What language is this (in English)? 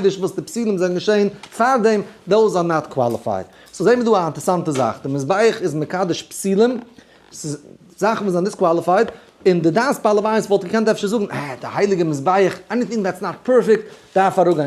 Yiddish